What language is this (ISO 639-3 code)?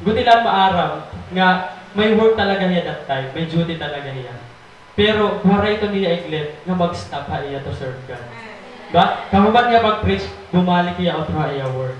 war